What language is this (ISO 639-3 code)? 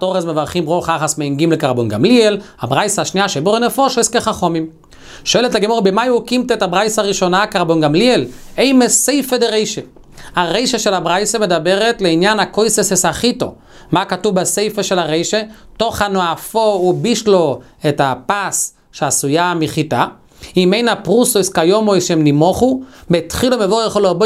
heb